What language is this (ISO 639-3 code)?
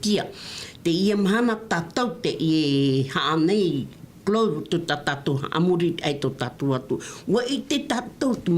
tah